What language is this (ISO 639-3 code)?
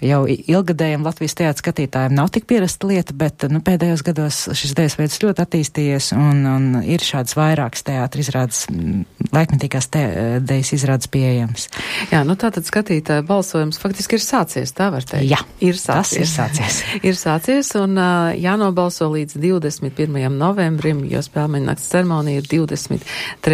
lav